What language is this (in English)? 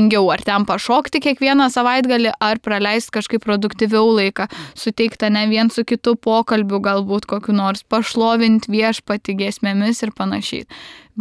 Lithuanian